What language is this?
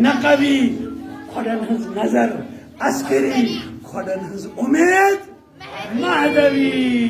Kashmiri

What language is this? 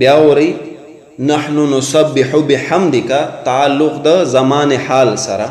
Pashto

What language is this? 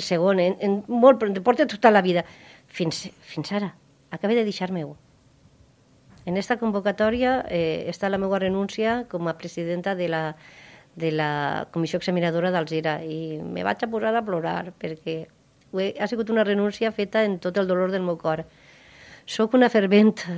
Catalan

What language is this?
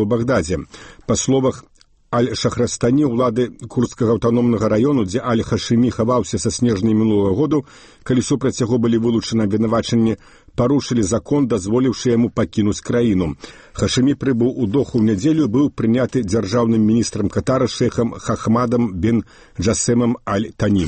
Belarusian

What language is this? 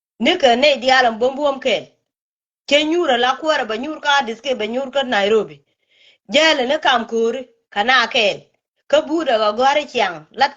Nuer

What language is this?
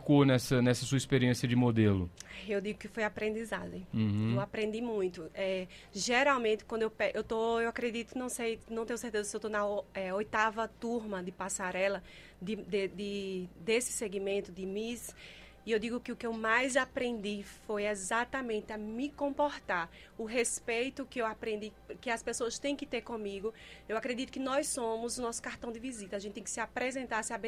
Portuguese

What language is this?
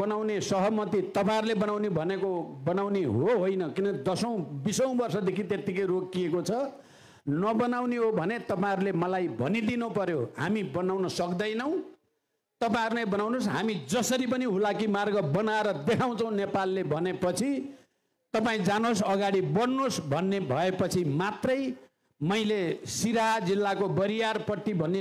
Nepali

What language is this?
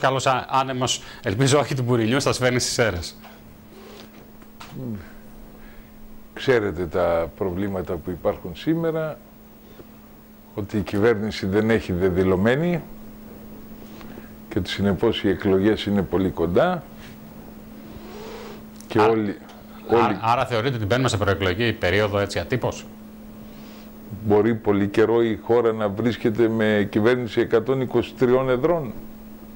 Greek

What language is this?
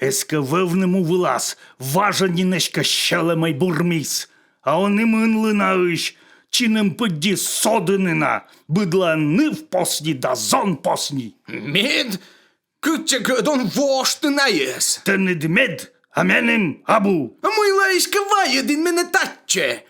Komi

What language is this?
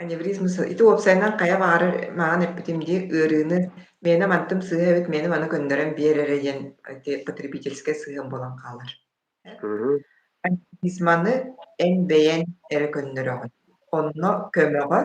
Yakut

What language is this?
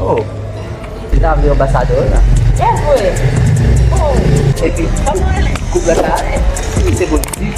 Haitian Creole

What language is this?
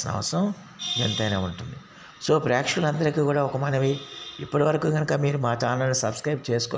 Telugu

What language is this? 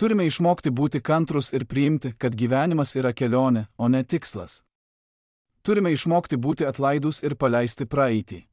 Lithuanian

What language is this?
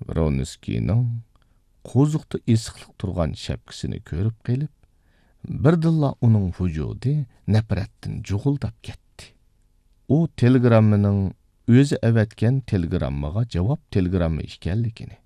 Uyghur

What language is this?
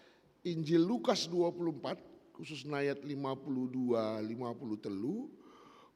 Batak Karo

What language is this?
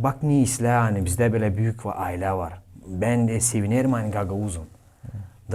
Gagauz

